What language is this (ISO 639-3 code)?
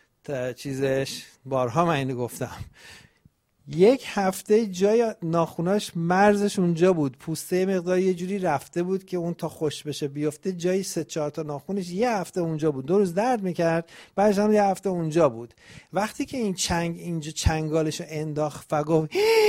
fas